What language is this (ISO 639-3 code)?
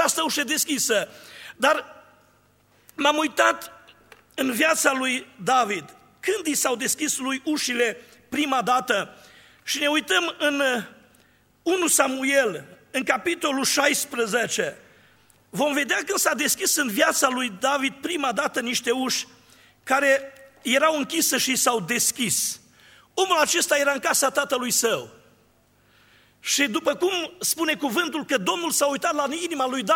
ron